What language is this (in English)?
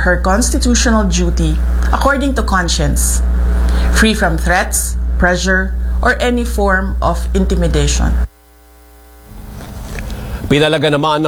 Filipino